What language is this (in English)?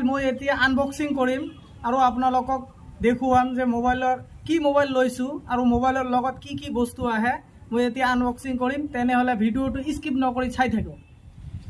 Assamese